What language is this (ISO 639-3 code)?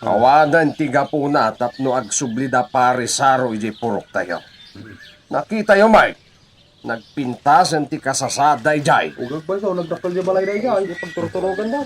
ilo